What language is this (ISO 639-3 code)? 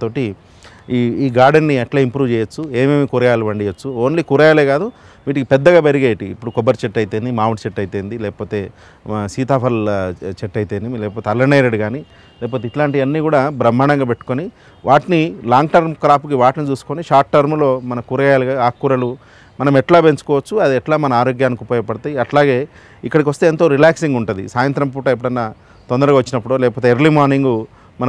tel